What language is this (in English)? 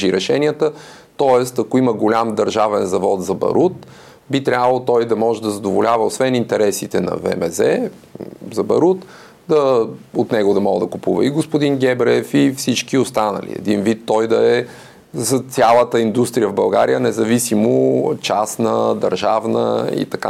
Bulgarian